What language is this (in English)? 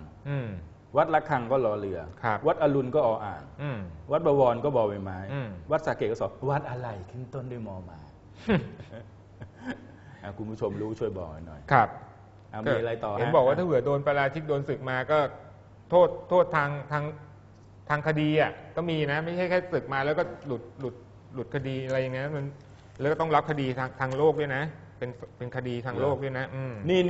Thai